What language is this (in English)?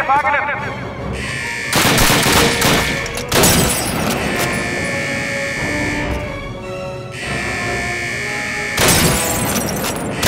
German